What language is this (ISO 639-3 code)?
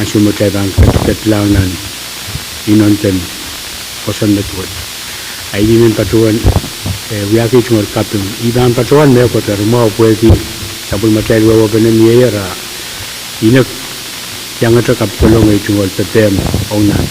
pon